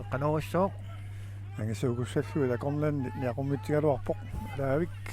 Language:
Kalaallisut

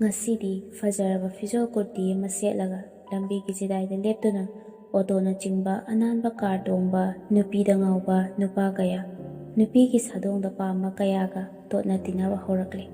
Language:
Manipuri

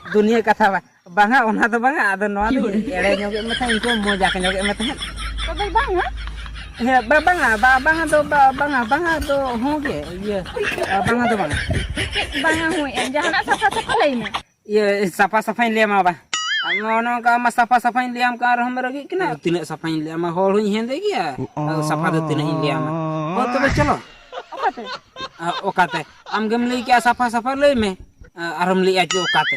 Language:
Santali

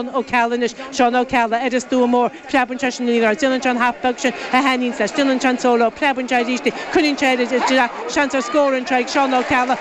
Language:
Irish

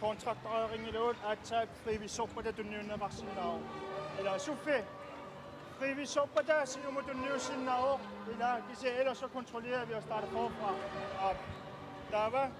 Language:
Kalaallisut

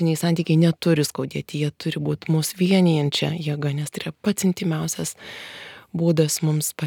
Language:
Lithuanian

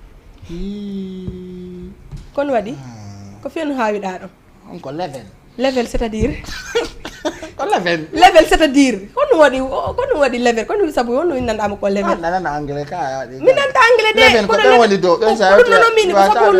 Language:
Fula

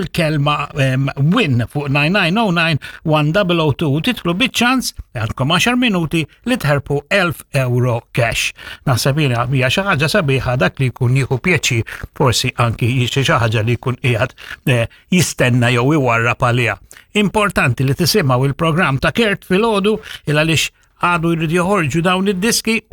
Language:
Maltese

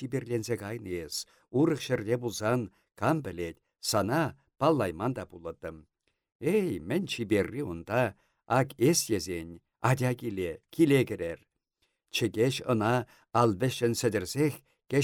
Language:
Chuvash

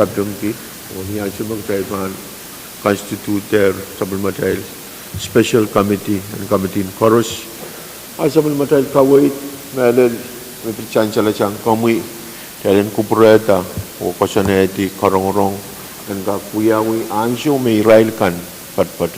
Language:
Pohnpeian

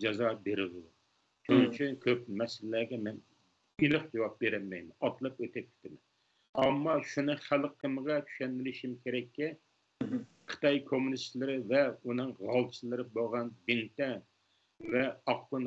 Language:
Uyghur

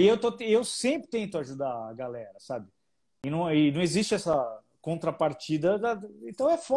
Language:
Portuguese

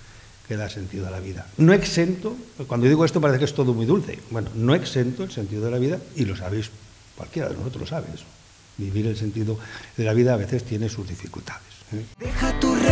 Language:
Spanish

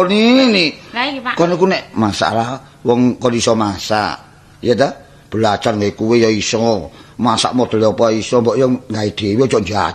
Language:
Javanese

